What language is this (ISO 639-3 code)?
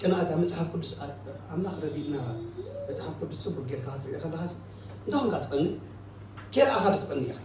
tir